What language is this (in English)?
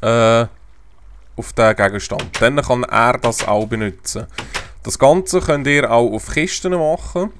Swiss German